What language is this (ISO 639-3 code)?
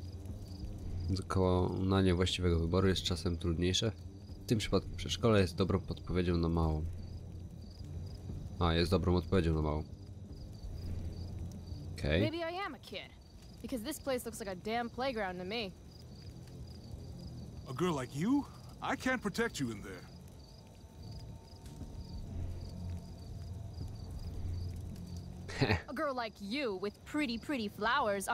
pol